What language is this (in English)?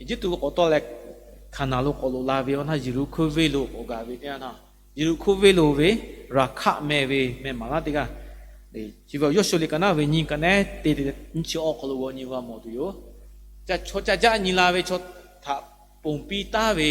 Lahu